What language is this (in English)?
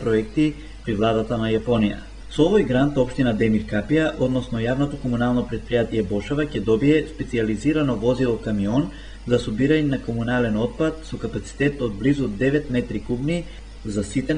Macedonian